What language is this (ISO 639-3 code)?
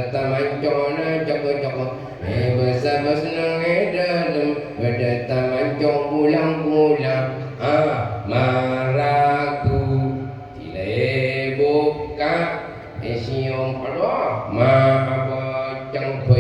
mad